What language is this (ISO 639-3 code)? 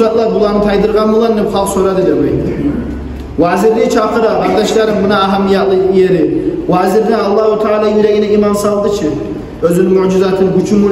kum